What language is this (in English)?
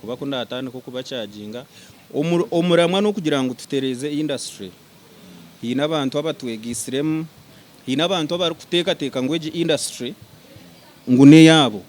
Nyankole